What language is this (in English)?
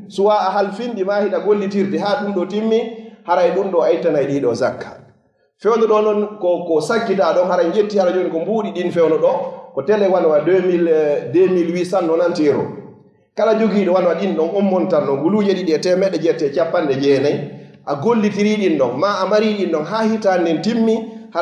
Fula